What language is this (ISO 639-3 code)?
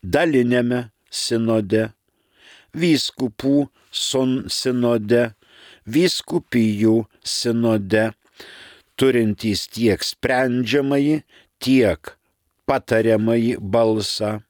lit